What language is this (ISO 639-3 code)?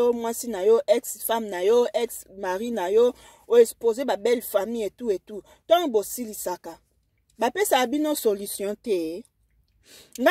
lin